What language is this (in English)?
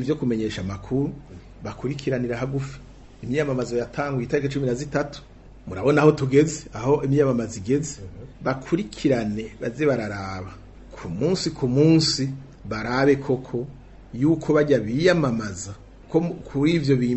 Rundi